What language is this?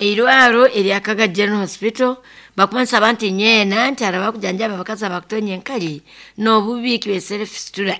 Nyoro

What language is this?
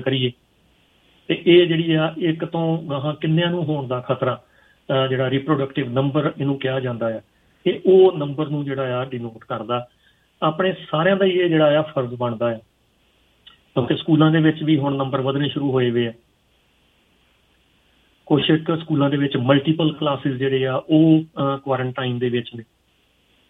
Punjabi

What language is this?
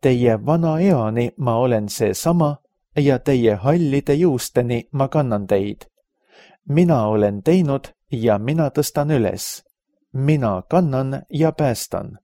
Estonian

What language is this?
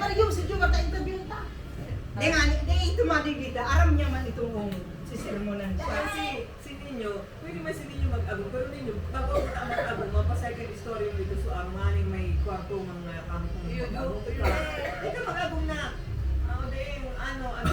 Bikol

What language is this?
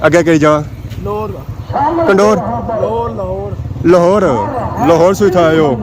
Pahari-Potwari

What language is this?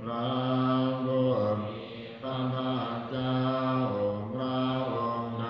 Pali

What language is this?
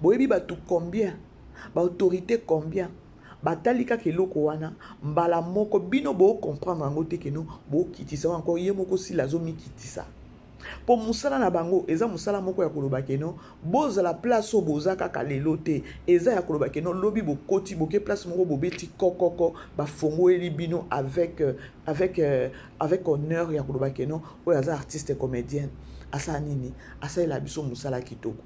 Lingala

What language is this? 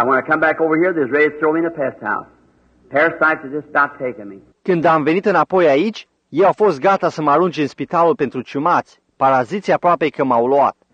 Romanian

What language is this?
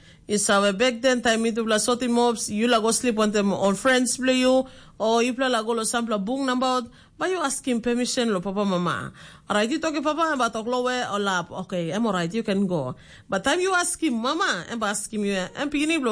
Tok Pisin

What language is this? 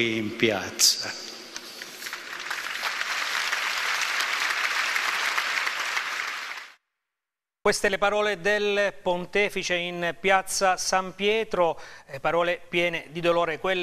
Italian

